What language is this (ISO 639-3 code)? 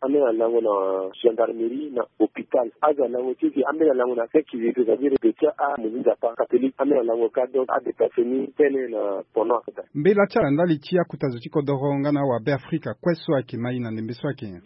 sag